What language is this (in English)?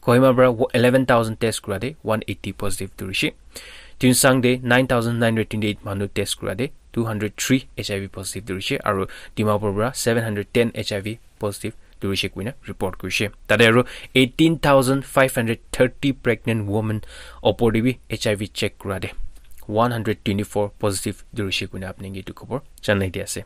Naga Pidgin